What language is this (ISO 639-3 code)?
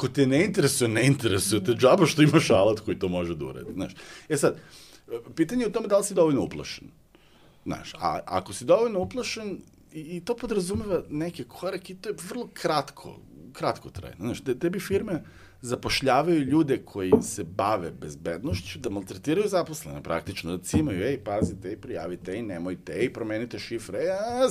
srp